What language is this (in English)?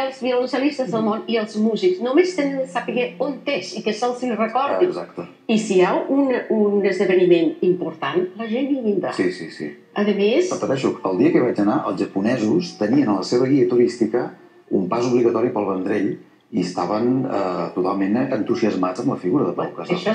Catalan